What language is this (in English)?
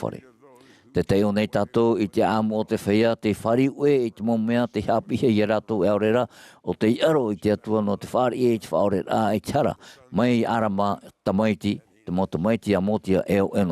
Tahitian